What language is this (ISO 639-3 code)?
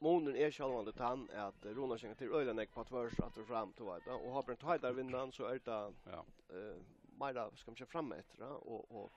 fao